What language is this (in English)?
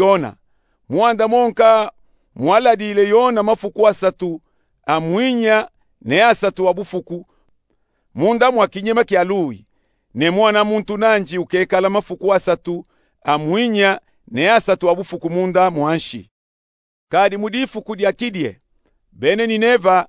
Luba-Katanga